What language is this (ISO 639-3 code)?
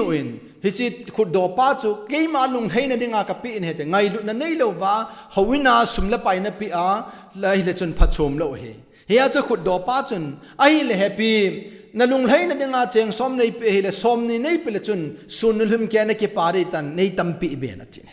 tcz